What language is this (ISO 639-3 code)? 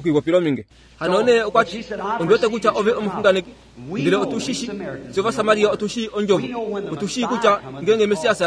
kua